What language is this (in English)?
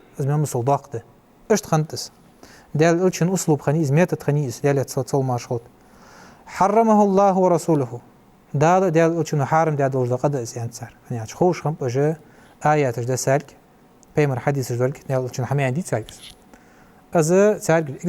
Ingush